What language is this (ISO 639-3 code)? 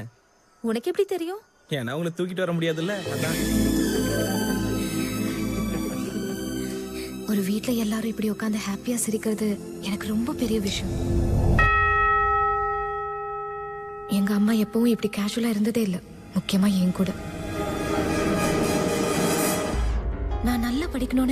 tam